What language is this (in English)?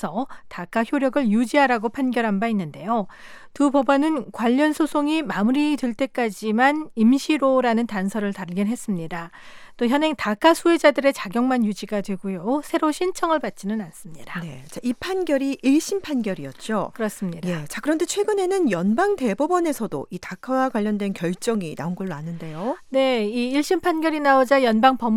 Korean